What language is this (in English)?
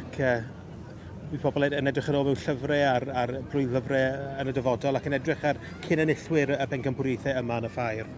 Welsh